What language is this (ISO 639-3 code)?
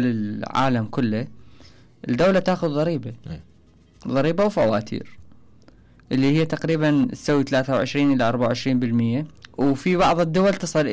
acm